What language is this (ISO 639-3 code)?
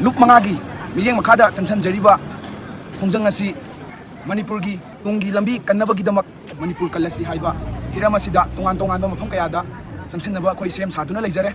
mni